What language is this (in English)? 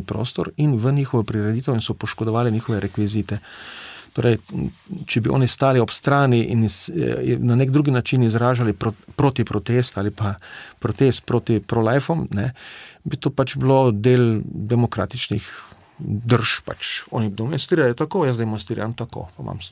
Slovenian